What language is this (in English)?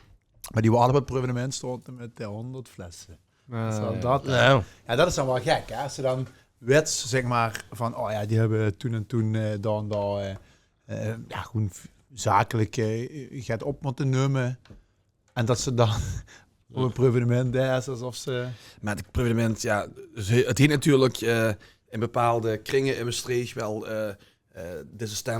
Limburgish